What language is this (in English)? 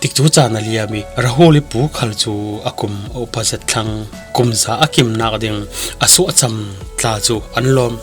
Falam Chin